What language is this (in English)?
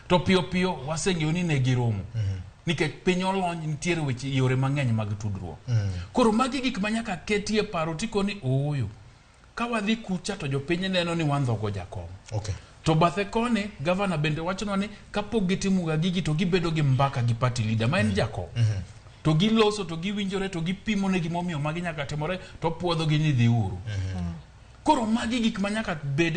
Luo (Kenya and Tanzania)